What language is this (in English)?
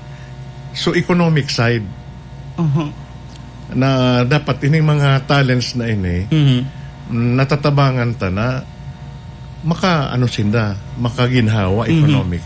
Bikol